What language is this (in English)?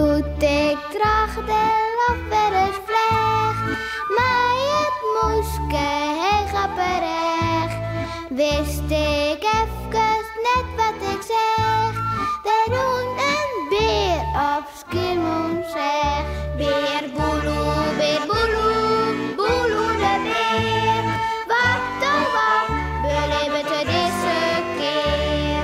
Western Frisian